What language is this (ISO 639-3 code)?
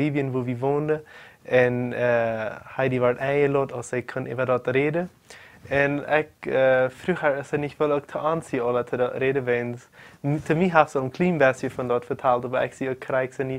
pdt